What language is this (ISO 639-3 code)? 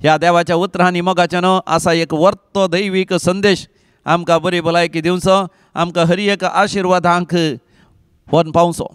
kok